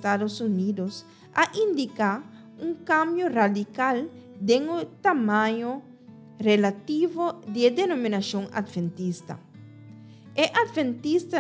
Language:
Papiamento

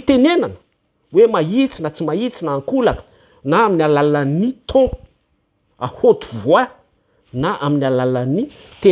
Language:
Malagasy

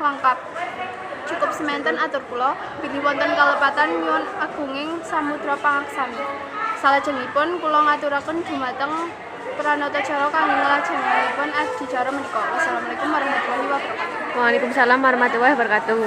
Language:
Javanese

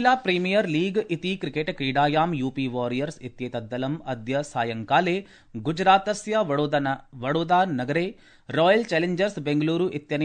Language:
Sanskrit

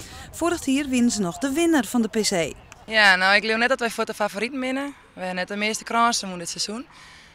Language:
Western Frisian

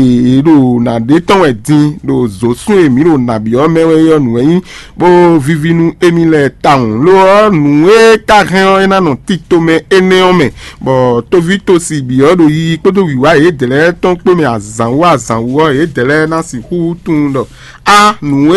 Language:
Fon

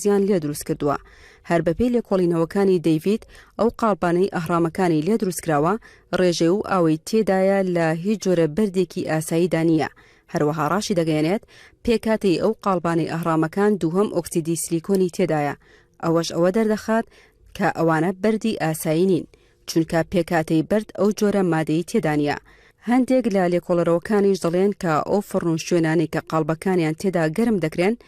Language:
Central Kurdish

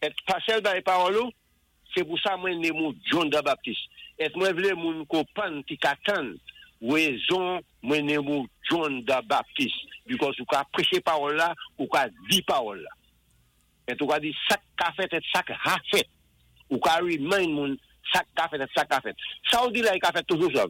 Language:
Saint Lucian Creole French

